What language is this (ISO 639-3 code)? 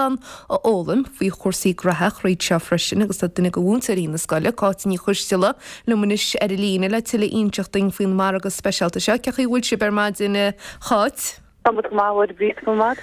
gle